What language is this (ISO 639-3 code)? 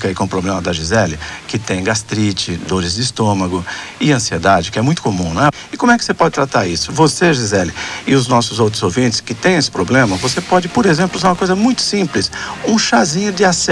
por